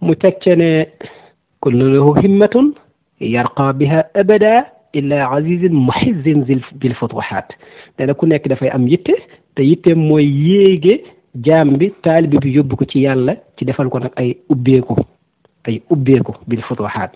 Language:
Wolof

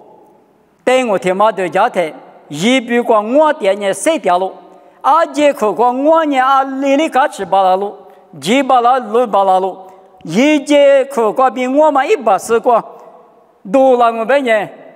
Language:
Lisu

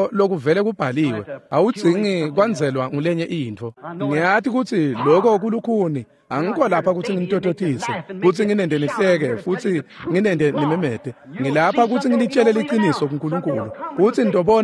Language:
Swati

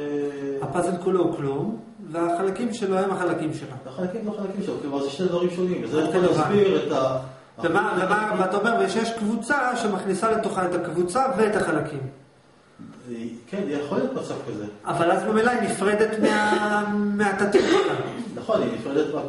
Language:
Hebrew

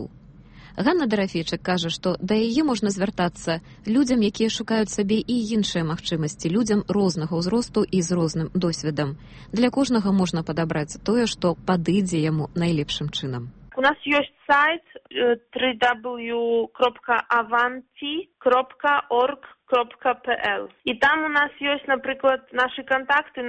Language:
Belarusian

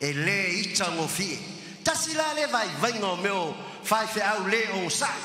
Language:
Samoan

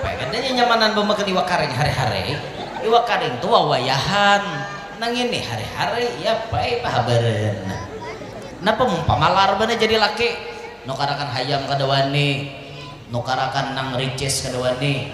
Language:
Banjar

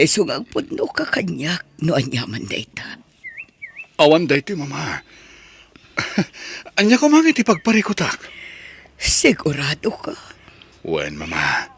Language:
Iloko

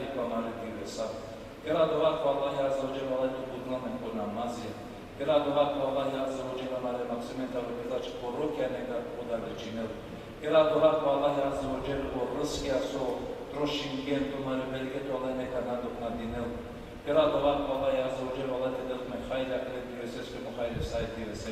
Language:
Balkan Romani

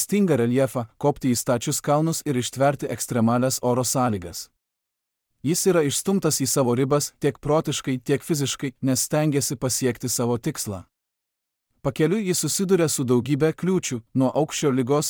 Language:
Lithuanian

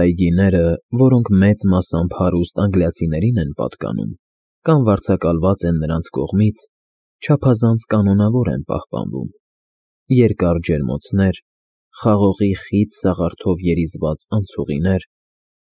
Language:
Armenian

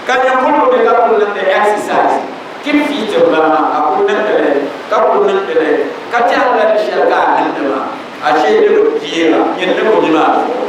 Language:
Dagbani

